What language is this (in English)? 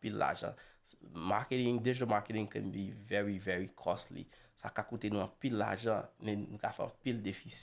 Haitian Creole